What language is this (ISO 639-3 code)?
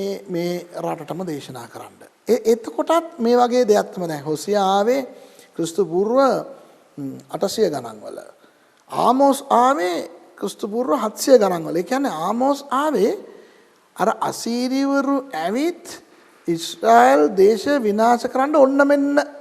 sin